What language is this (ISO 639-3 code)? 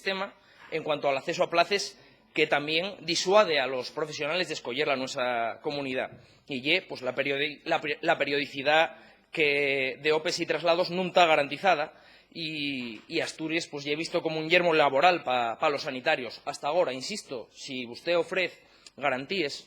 ast